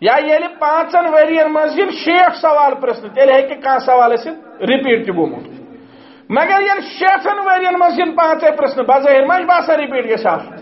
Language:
Kashmiri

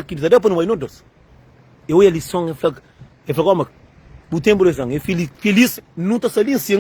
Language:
Kabuverdianu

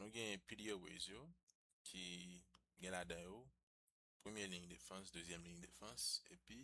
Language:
Haitian Creole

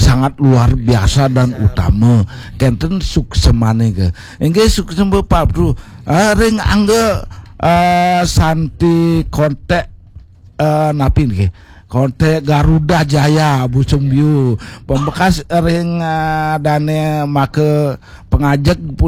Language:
Balinese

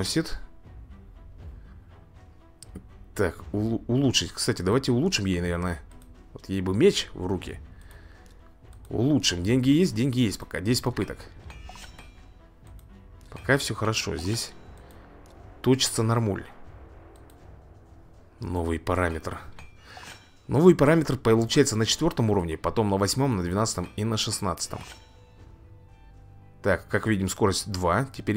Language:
Russian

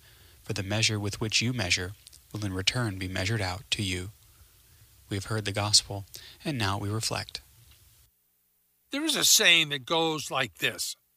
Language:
English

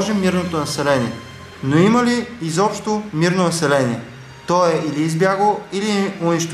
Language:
Bulgarian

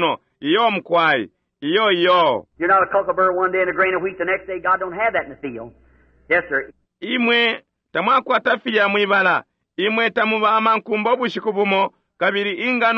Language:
Bemba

